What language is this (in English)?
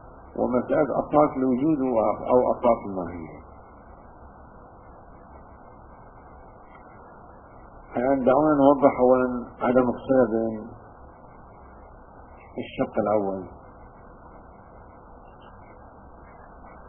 Arabic